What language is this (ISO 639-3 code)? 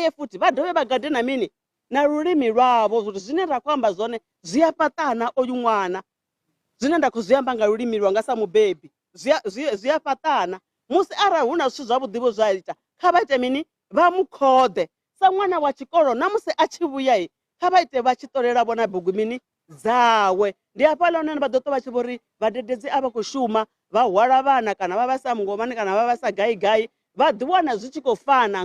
ven